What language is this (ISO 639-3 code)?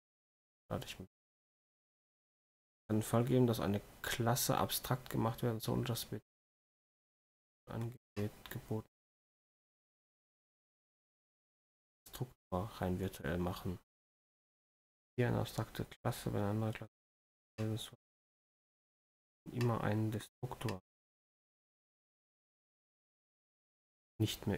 deu